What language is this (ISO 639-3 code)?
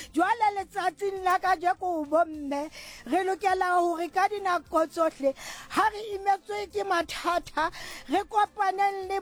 sot